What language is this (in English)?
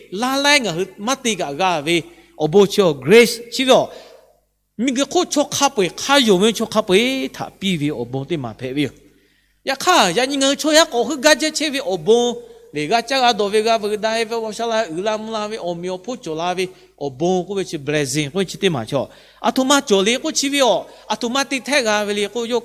Lahu